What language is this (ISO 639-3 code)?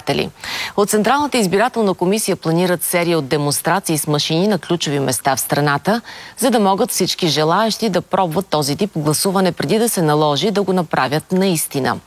bul